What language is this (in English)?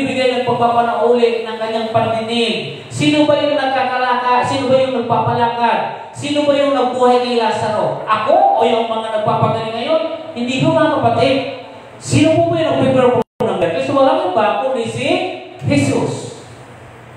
Filipino